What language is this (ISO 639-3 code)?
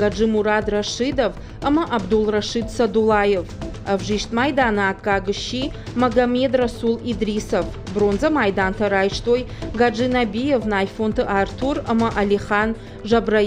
oss